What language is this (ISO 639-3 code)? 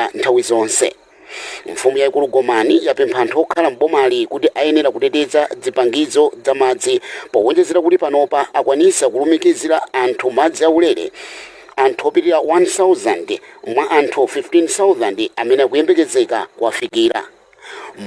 nya